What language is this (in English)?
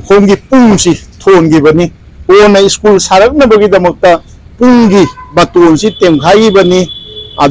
Manipuri